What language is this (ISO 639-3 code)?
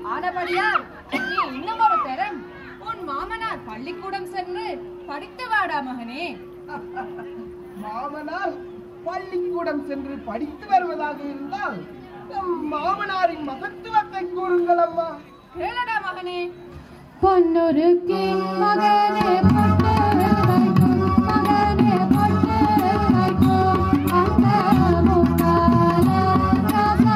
tam